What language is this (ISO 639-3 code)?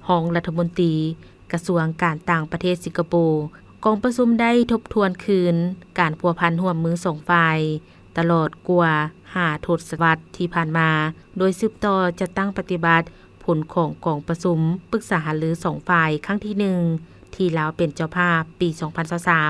lao